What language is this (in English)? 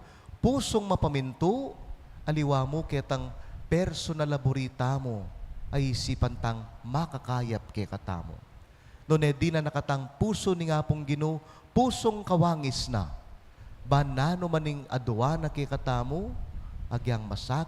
Pampanga